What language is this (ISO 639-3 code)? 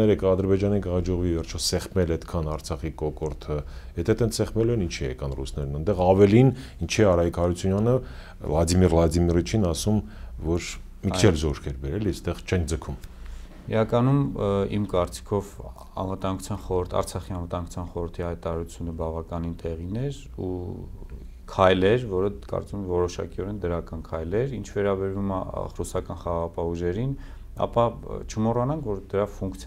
hye